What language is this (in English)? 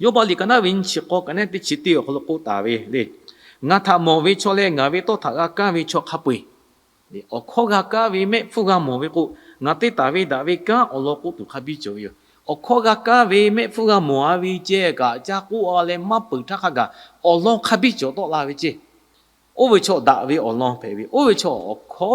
Lahu